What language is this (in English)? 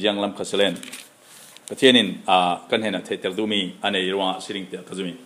Falam Chin